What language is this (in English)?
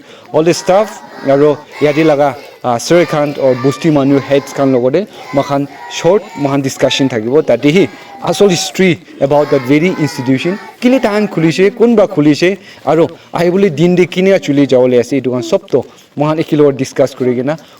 Naga Pidgin